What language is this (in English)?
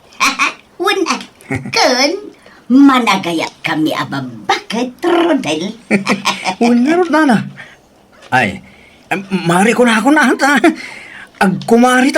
Iloko